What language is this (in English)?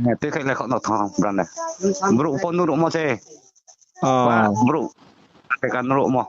Riang (India)